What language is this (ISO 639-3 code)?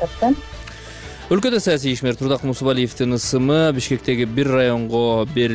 kir